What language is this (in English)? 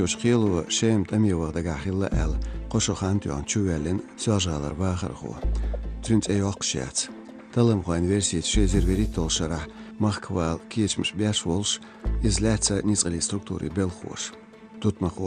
Chechen